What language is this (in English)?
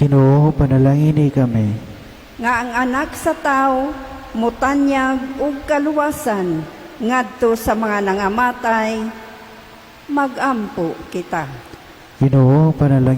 Cebuano